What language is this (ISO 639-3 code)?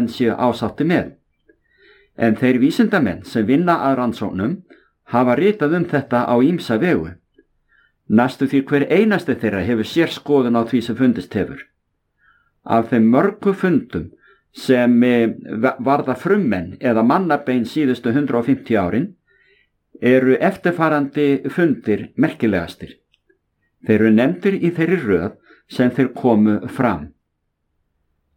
isl